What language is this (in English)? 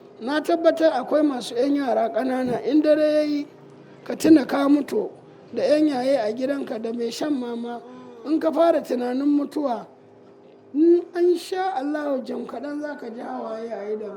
Hausa